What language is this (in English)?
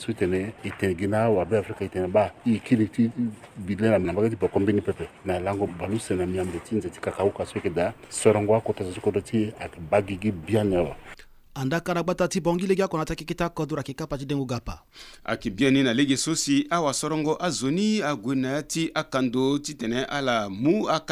Sango